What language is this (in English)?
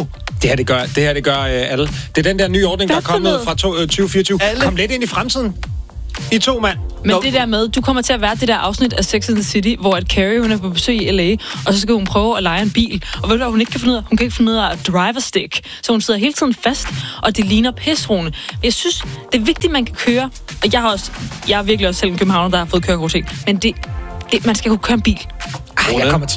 Danish